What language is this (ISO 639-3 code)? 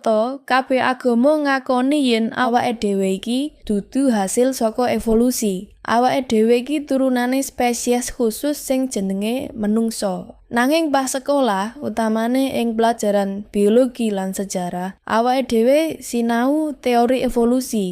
jav